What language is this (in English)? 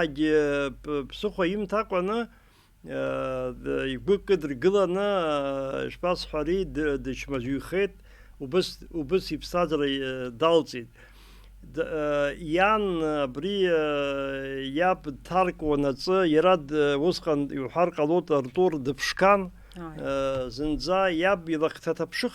Abkhazian